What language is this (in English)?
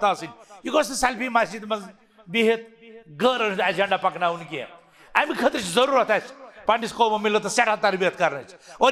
Kashmiri